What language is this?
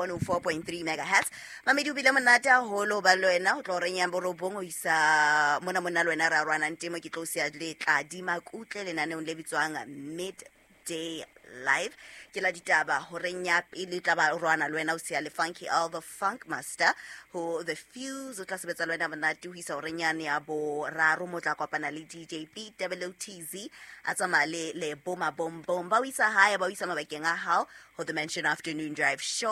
Southern Sotho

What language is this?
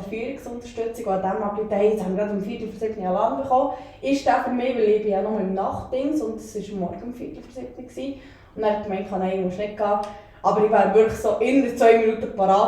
Swiss German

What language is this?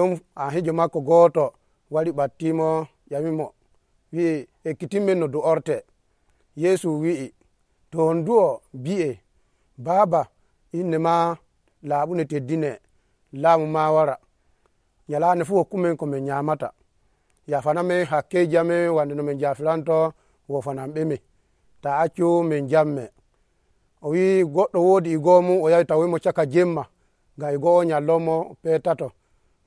Nigerian Fulfulde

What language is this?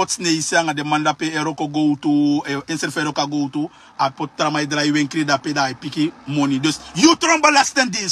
Sranan Tongo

